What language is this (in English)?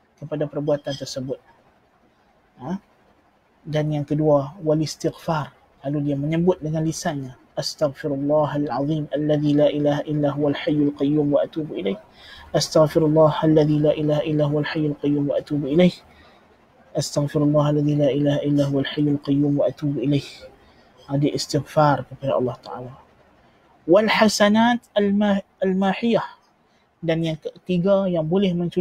Malay